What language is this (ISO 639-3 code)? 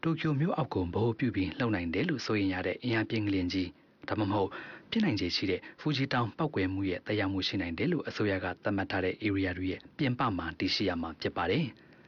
mya